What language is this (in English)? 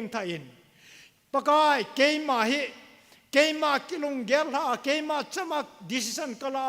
Thado Chin